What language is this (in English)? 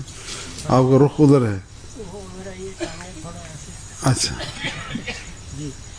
Urdu